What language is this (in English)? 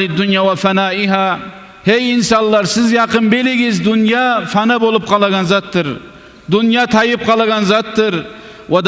Kumyk